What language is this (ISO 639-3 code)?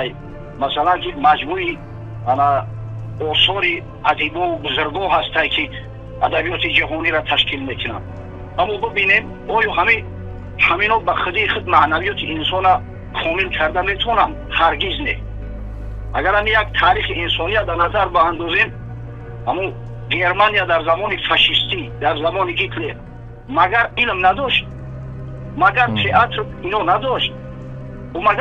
tgk